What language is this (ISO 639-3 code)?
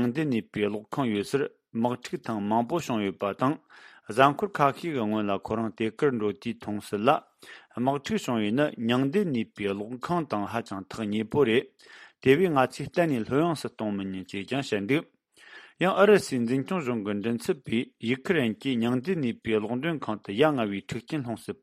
bod